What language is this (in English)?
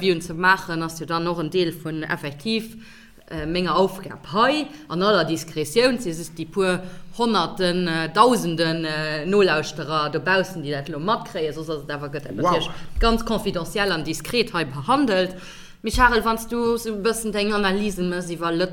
Luxembourgish